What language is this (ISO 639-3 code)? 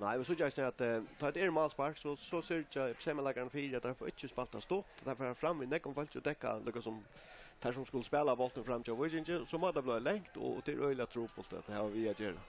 fao